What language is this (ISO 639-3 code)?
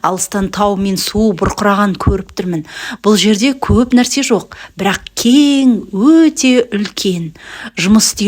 kaz